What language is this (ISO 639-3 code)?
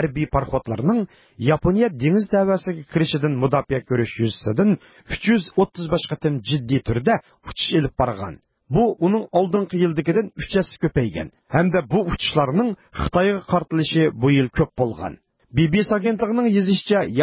uig